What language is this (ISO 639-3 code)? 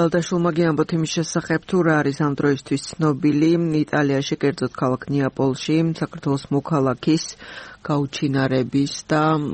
kat